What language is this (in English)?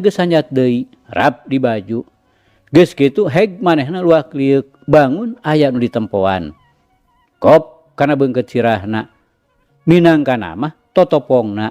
Sundanese